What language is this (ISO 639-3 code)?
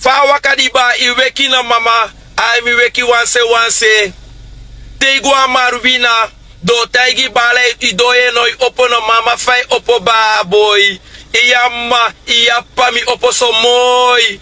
srn